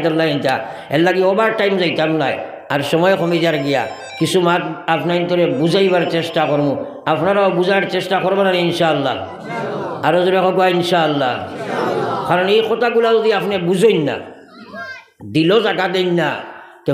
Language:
Sylheti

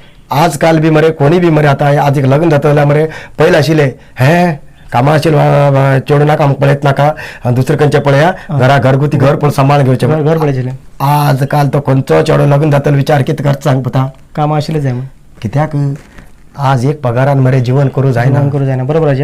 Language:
Konkani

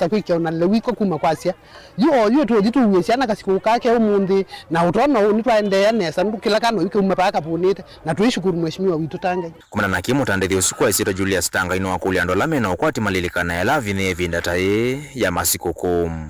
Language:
Kamba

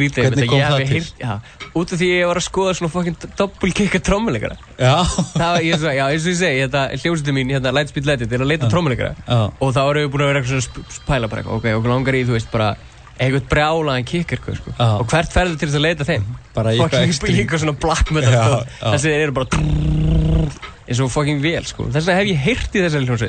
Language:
Icelandic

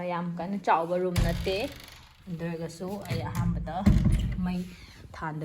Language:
Manipuri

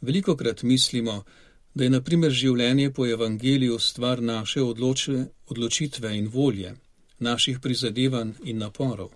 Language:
Slovenian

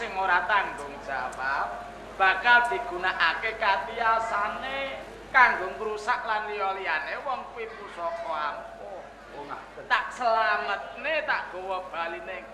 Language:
Javanese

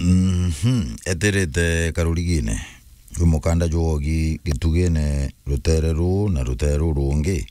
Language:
Meru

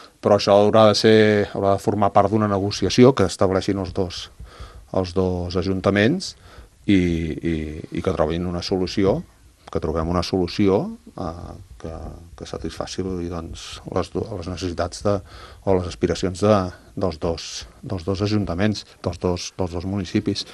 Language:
Catalan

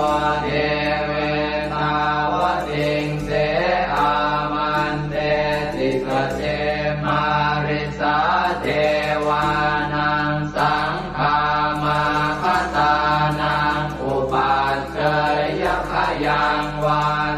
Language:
Pali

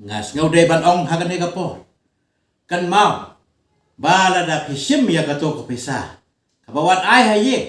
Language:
Khasi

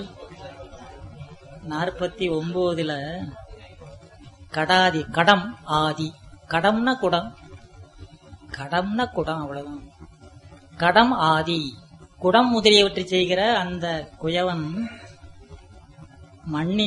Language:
Tamil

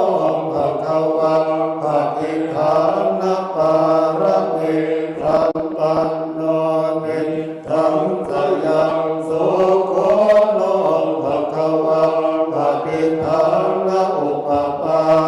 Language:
Pali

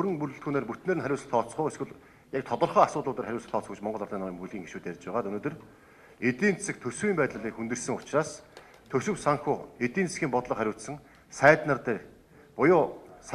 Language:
Mongolian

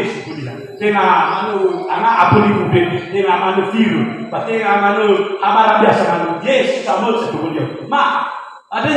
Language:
Nias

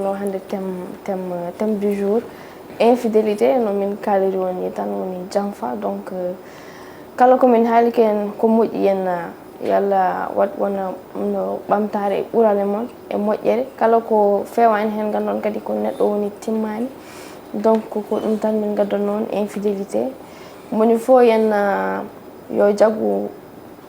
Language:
Fula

